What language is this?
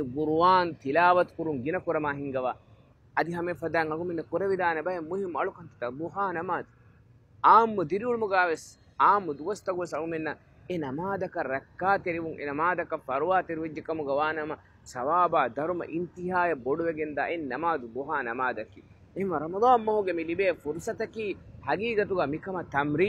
Divehi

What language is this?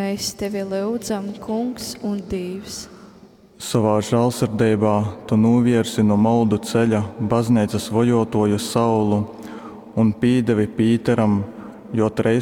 Latgalian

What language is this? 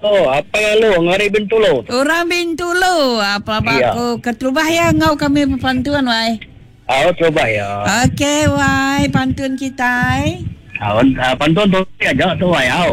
Iban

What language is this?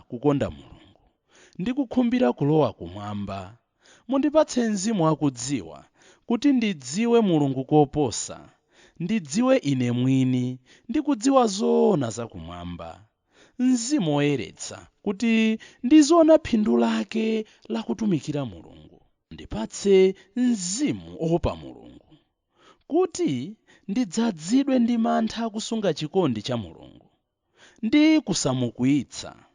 Nyanja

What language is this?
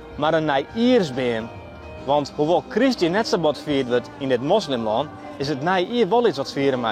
Western Frisian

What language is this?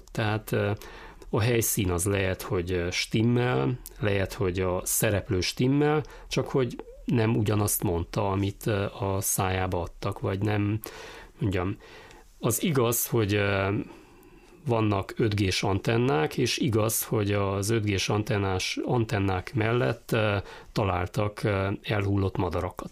Hungarian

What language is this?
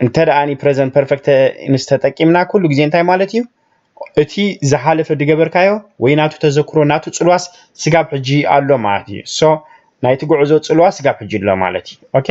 Tigrinya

